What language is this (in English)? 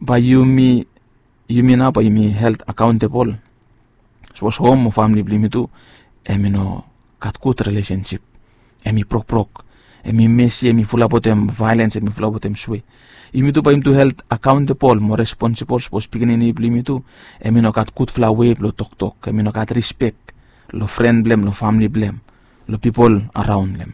Bislama